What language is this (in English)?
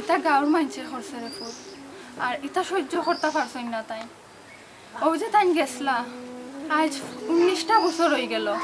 Sylheti